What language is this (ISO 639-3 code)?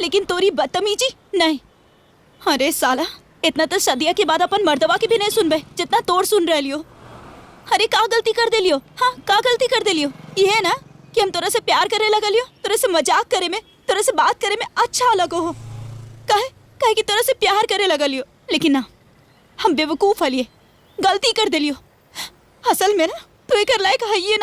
mag